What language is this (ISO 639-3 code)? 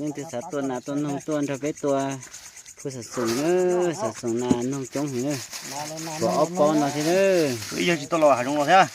hmn